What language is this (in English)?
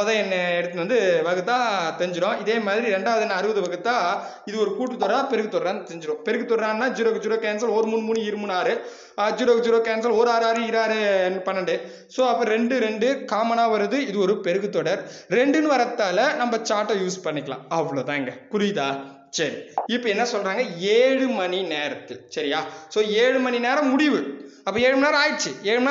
Tamil